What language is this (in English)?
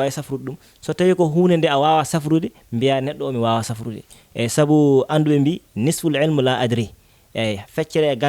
Fula